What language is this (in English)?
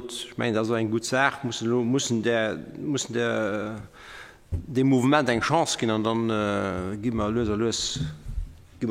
Luxembourgish